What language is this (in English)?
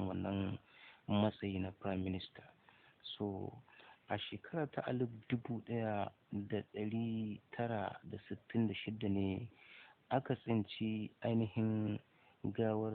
Hausa